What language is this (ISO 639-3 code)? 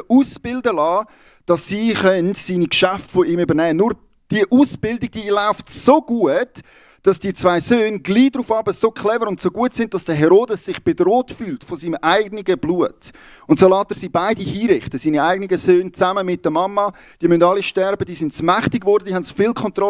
gsw